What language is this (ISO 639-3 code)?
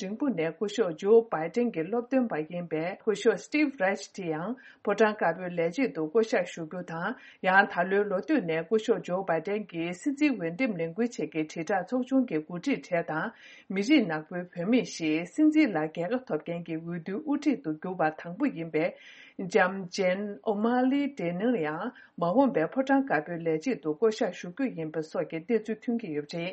bod